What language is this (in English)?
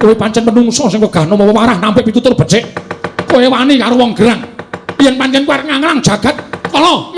Javanese